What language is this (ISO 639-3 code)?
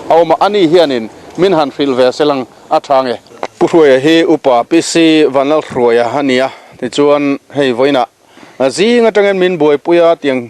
lus